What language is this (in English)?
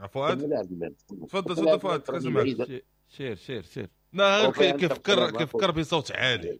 Moroccan Arabic